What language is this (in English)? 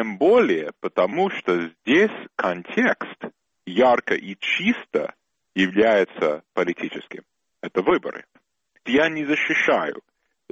Russian